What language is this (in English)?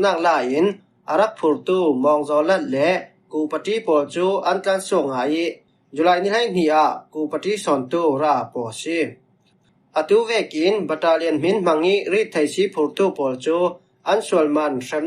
Falam Chin